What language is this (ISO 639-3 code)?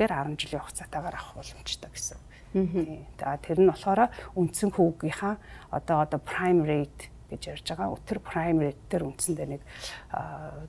mon